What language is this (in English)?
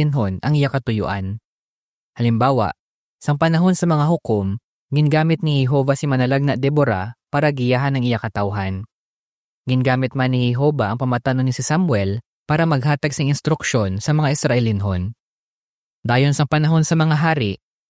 Hiligaynon